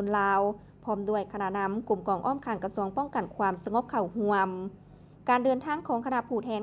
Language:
Lao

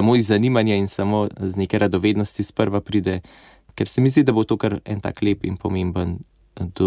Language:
Slovenian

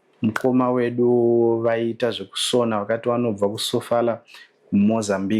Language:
Shona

